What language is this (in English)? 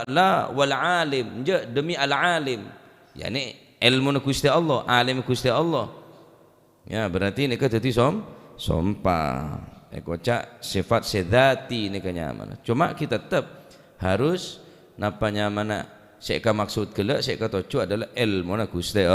Madurese